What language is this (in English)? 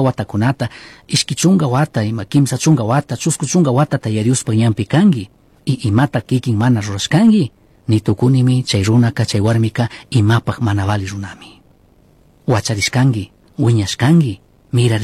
Chimborazo Highland Quichua